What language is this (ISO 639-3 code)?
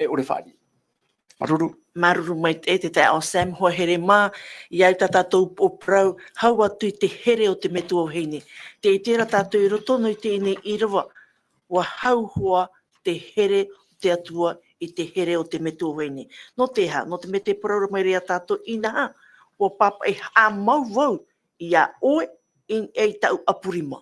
tah